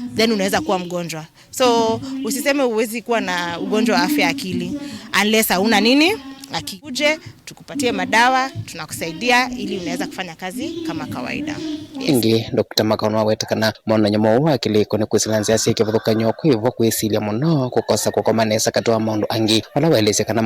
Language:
Kamba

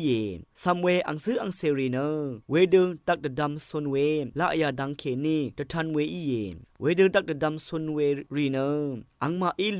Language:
Rawang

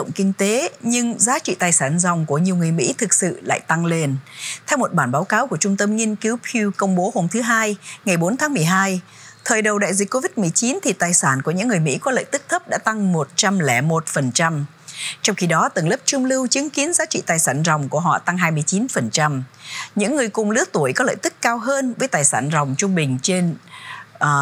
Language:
Vietnamese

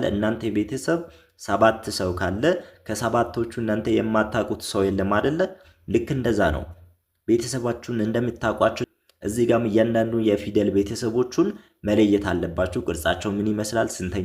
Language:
Amharic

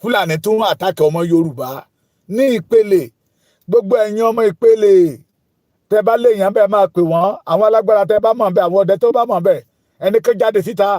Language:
Yoruba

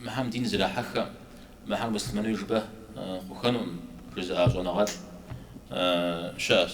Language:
Kabardian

